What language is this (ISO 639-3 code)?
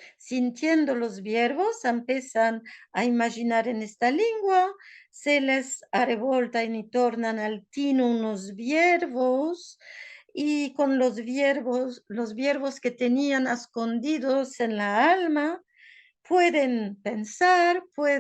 lad